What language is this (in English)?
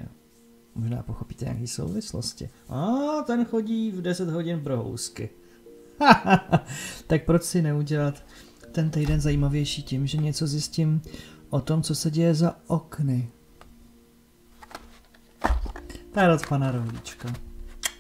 Czech